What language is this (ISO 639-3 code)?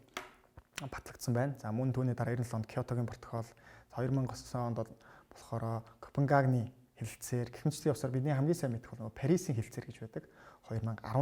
mon